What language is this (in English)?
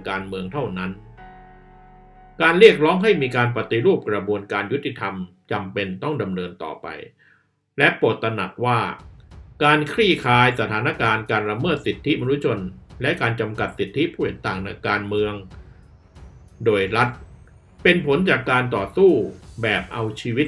Thai